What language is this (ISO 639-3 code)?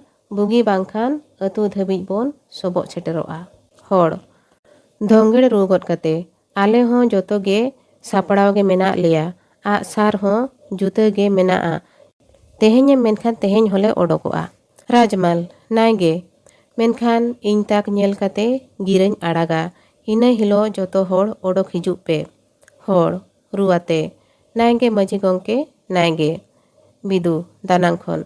sat